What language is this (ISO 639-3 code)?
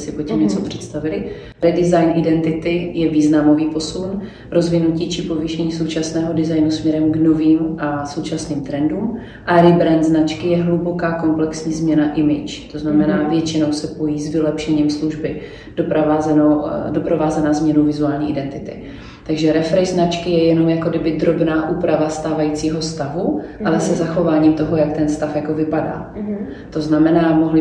ces